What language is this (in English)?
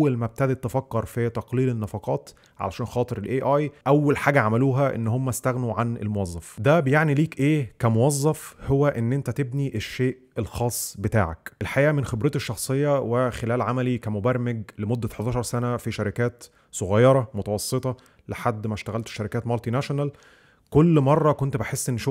Egyptian Arabic